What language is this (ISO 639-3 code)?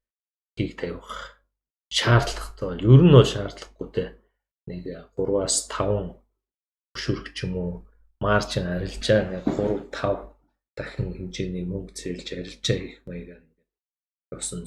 mon